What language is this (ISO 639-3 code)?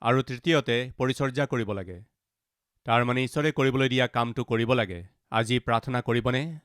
asm